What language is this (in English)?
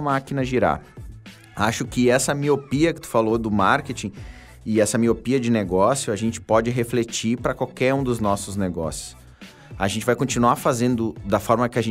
Portuguese